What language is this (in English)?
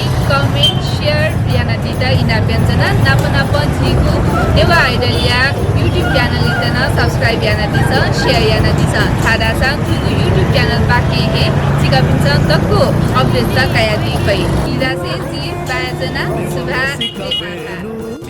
Newari